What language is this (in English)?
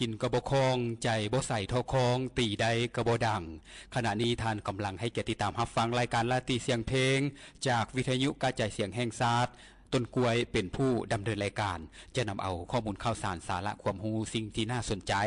Lao